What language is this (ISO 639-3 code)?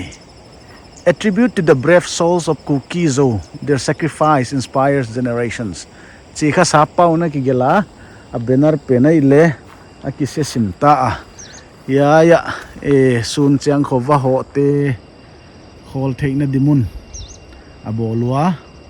pck